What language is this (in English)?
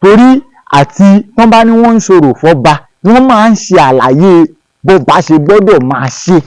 Yoruba